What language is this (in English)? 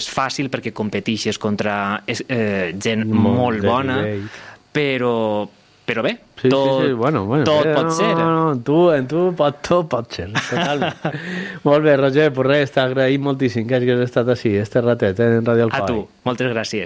Catalan